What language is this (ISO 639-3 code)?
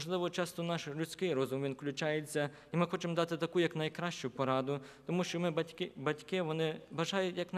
ukr